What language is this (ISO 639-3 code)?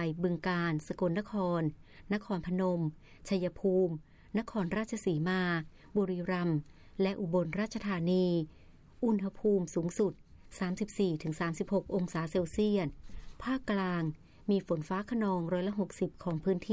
tha